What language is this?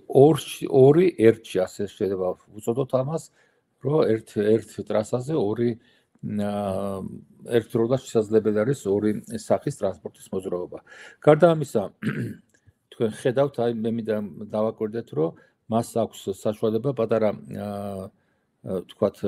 Georgian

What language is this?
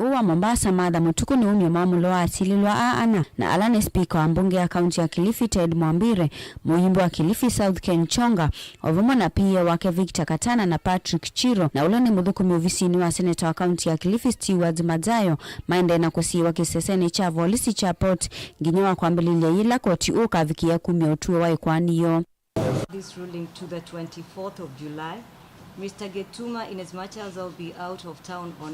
Kamba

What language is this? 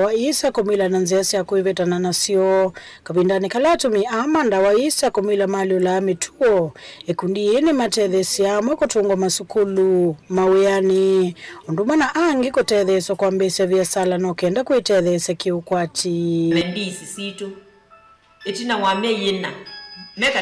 Kamba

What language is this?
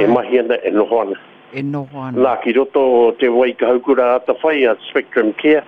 Māori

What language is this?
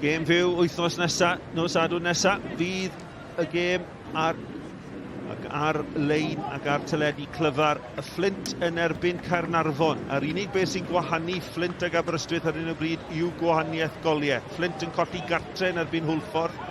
Welsh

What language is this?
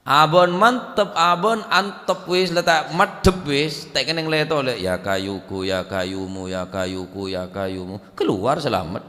Madurese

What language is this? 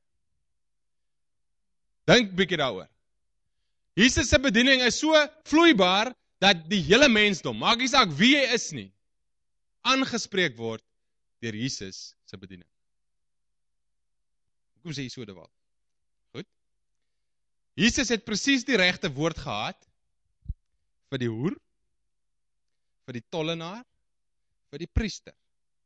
Afrikaans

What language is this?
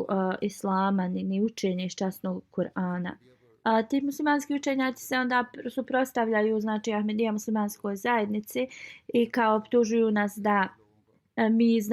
Bosnian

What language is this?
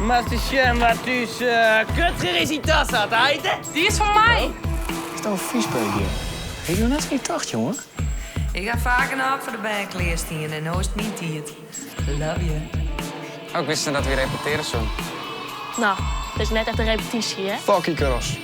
Western Frisian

